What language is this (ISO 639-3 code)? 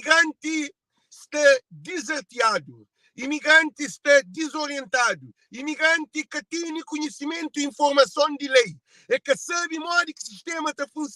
kea